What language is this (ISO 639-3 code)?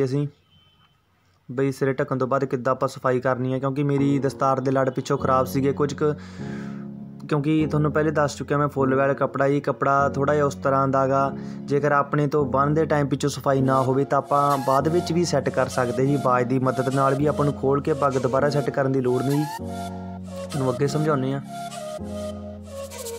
pan